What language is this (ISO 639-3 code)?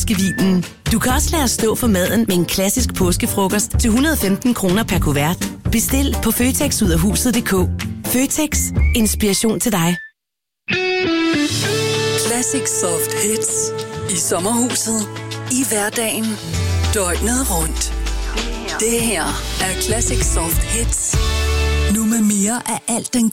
dan